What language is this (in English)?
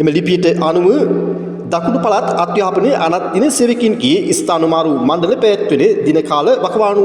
Sinhala